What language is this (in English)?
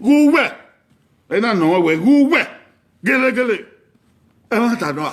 Bini